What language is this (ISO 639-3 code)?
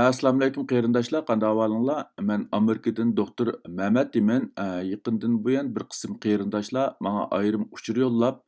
uig